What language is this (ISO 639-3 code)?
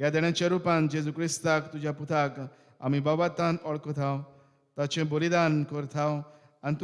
kok